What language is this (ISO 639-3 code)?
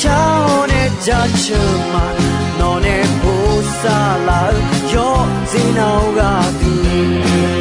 ahk